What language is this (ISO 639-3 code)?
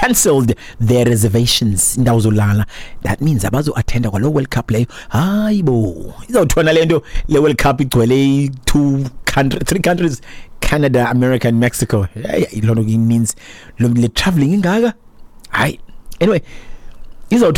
xho